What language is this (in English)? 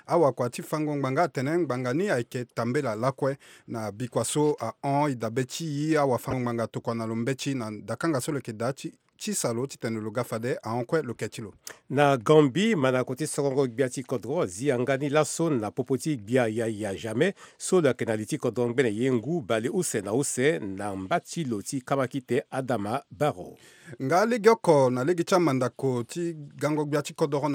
Sango